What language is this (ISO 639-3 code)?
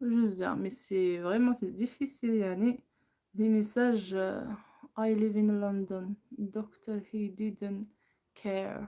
kab